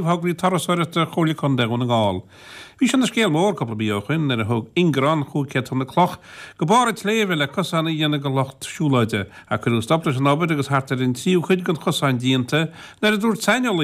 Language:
Irish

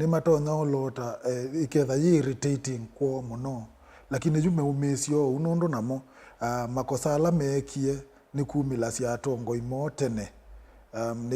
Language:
Kamba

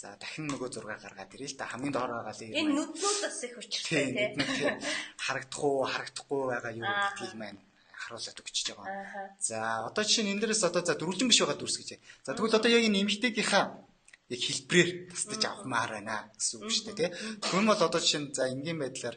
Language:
Mongolian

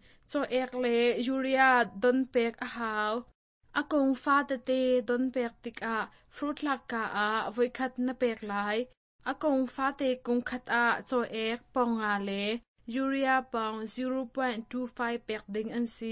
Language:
Hakha Chin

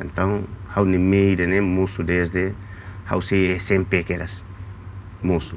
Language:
Tetum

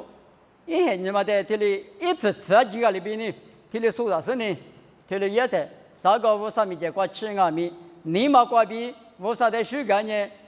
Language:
Lisu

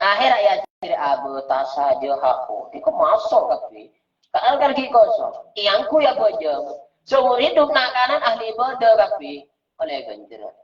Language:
Madurese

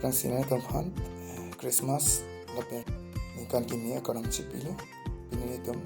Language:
Karbi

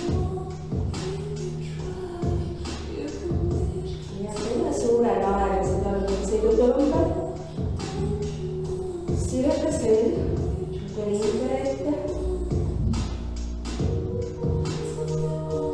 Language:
Estonian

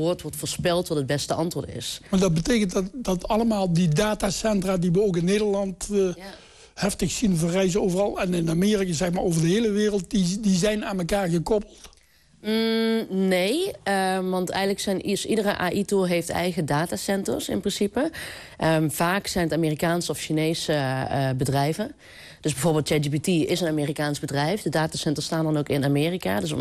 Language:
Dutch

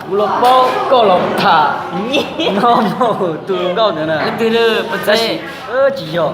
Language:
Hmong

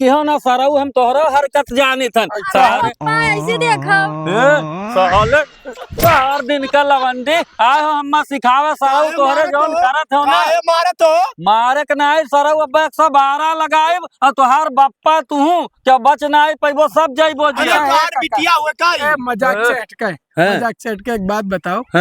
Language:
Awadhi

